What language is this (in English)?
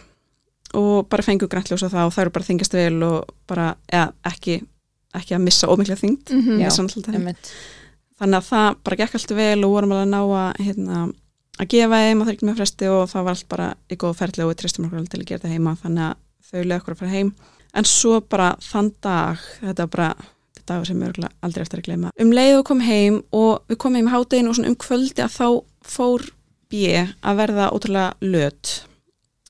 Icelandic